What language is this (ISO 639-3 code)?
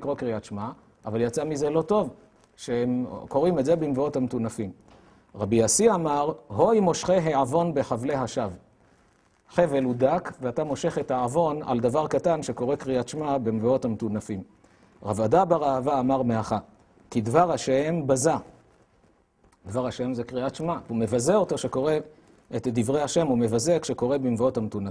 heb